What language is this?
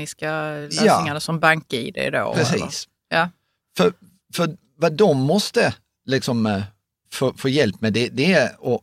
Swedish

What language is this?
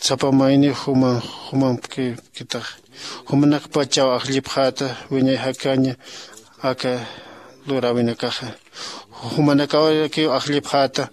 Aymara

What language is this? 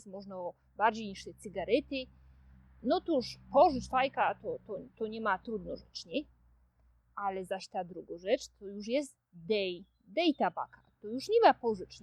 Silesian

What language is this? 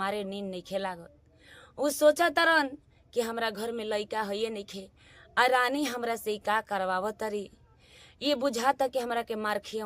Bhojpuri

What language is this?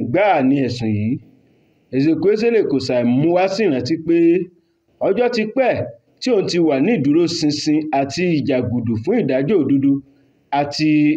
Yoruba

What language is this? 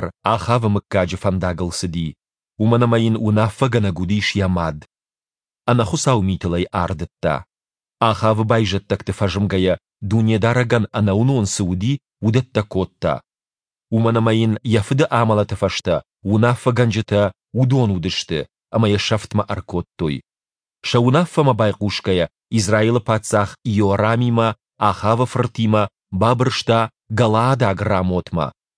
Ossetic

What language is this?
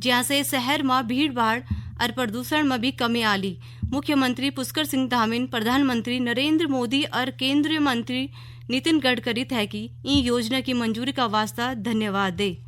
Garhwali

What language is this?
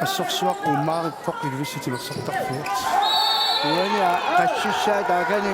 Kalaallisut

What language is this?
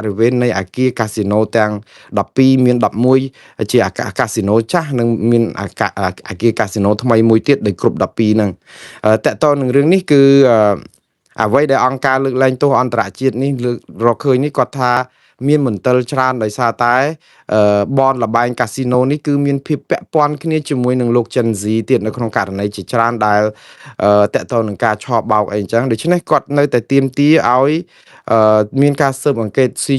Khmer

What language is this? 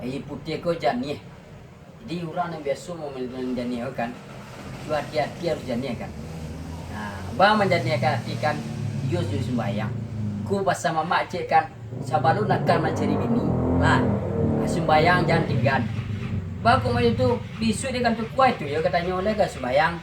Minangkabau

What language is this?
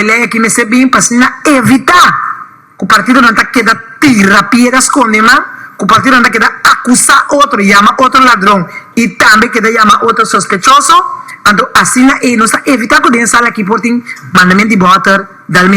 Papiamento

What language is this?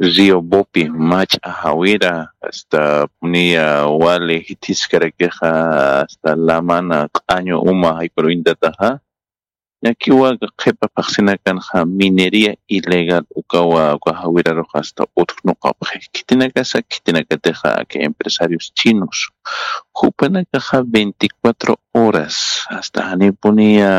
Aymara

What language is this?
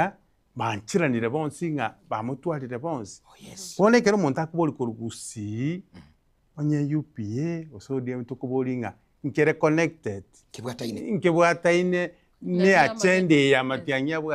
Gusii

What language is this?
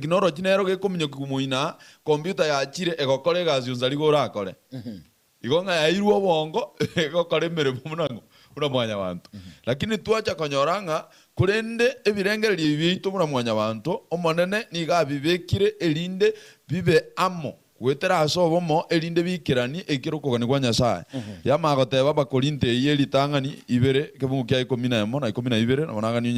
Gusii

